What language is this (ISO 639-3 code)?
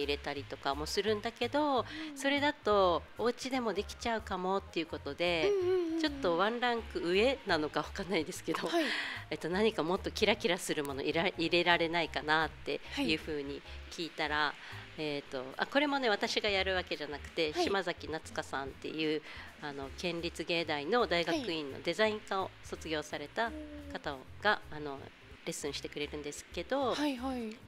jpn